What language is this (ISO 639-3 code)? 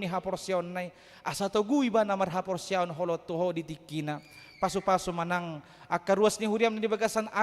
bbc